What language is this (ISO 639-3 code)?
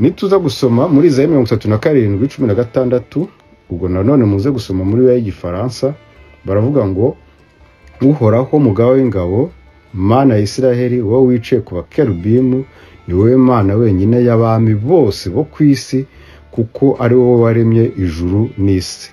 kin